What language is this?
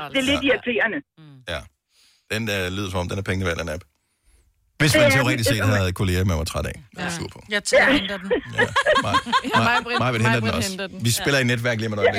Danish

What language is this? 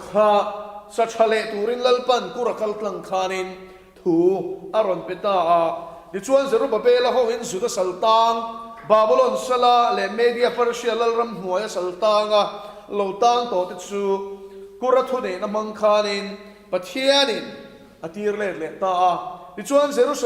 Mizo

